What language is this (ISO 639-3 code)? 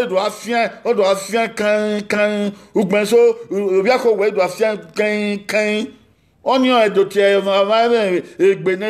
bin